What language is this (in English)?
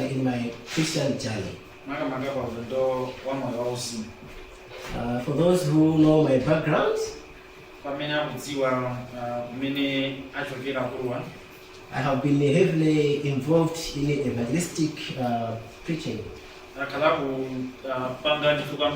Nyanja